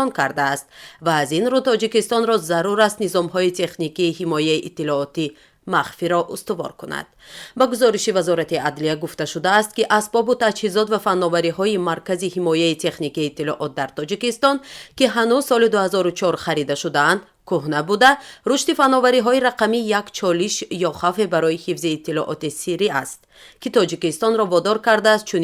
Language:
Tajik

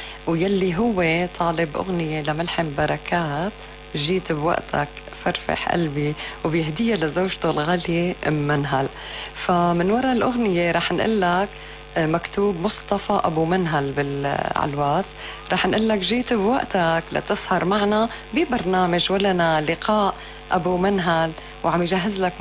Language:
North Levantine Arabic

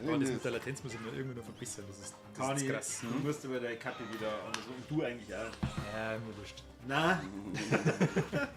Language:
Bavarian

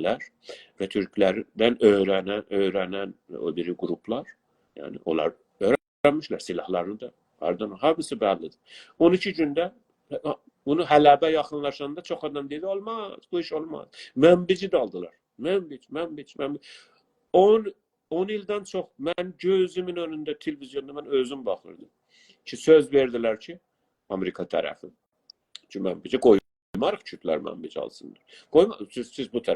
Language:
South Azerbaijani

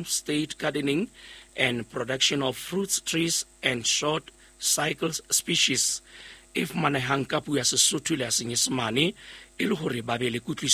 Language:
Southern Sotho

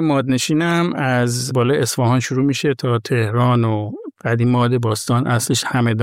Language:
Persian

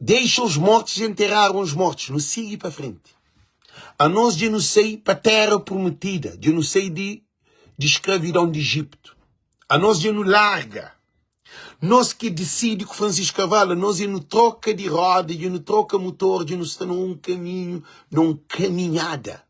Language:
Kabuverdianu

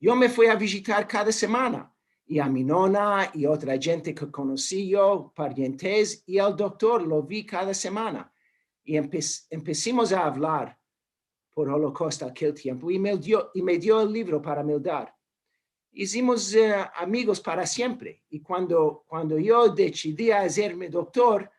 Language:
Ladino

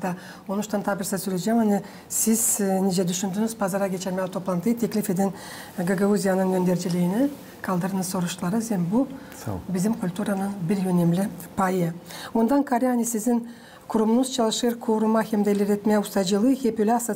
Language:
Gagauz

